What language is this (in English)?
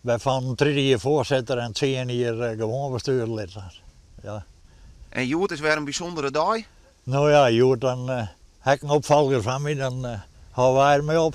Western Frisian